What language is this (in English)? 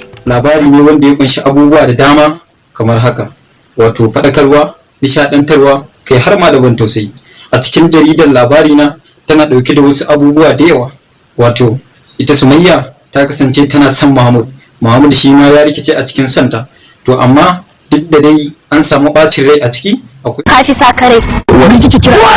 Hausa